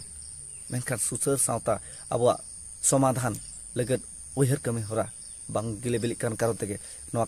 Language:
Santali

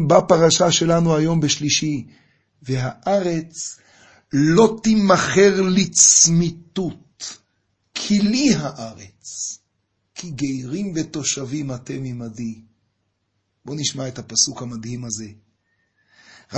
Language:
Hebrew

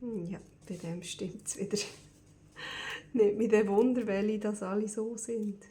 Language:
Swiss German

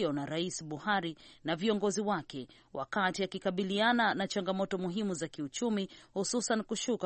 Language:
Swahili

